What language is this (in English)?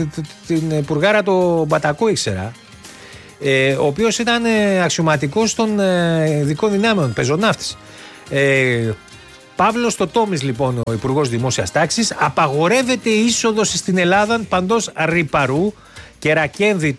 Greek